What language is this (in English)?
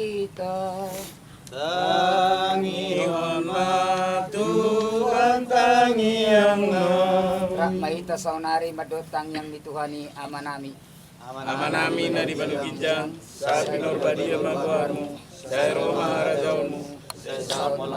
Batak Toba